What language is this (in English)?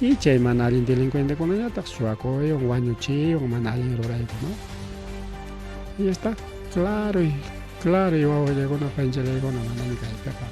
Ayacucho Quechua